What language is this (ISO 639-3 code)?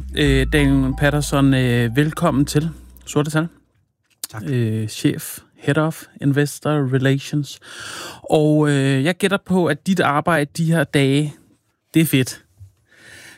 dan